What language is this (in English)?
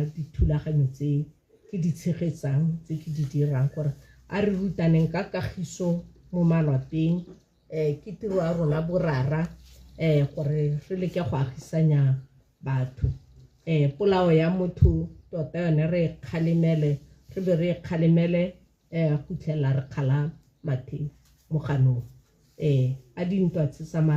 Tswana